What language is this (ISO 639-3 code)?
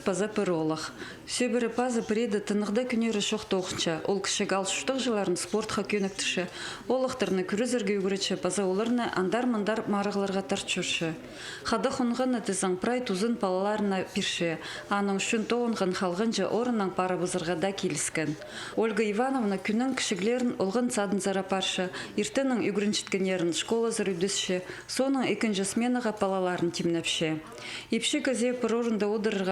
kjh